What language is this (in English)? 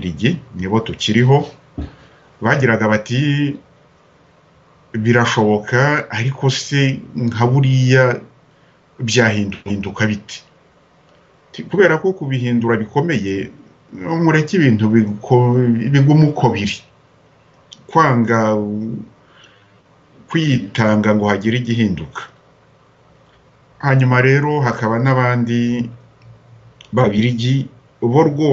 Kinyarwanda